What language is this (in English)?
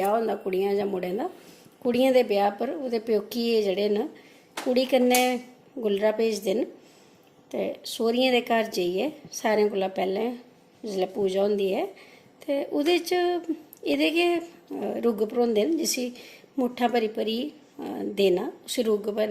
Dogri